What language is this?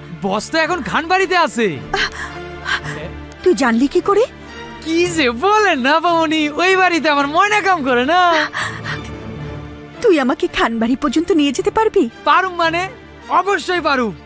Bangla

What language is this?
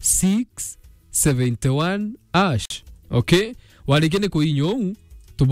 Meru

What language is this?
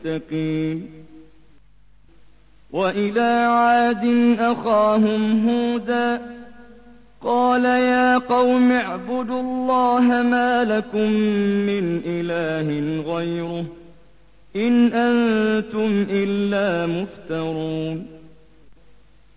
Arabic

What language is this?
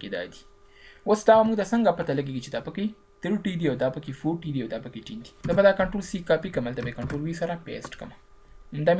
Pashto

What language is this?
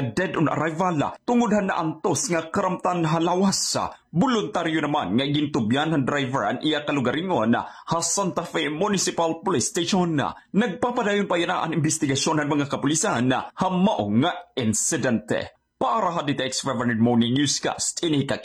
Waray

